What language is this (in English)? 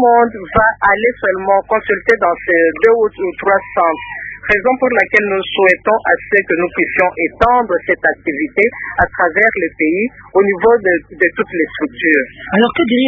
French